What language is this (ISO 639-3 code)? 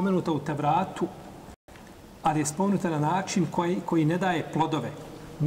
bos